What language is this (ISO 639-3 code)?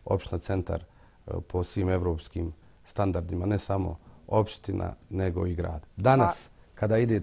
bos